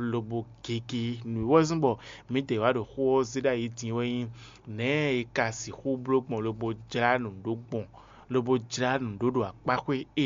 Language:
Fon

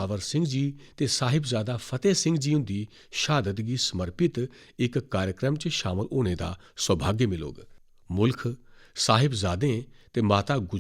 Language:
Dogri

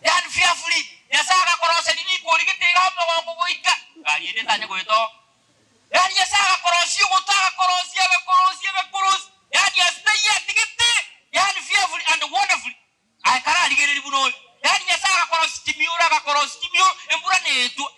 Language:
Gusii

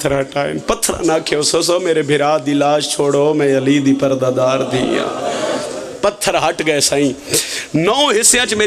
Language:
Pahari-Potwari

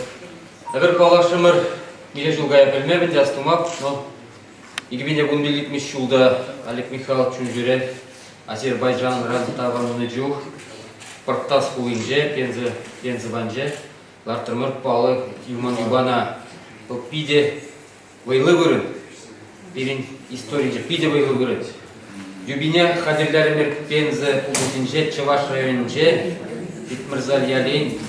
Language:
Chuvash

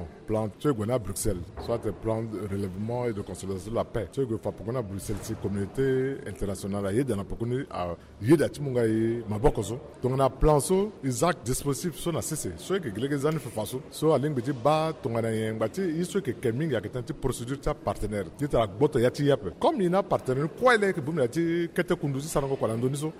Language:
Sango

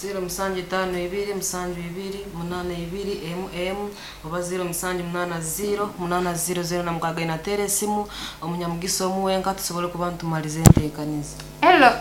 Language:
Nyankole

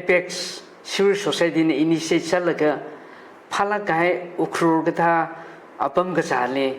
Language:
Tangkhul Naga (India)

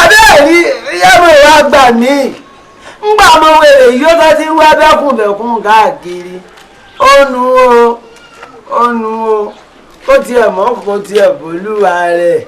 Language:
Yoruba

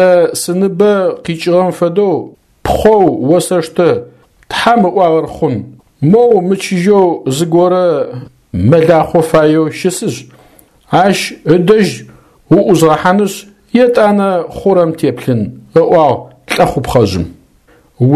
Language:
Adyghe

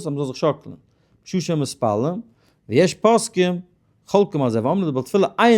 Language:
Yiddish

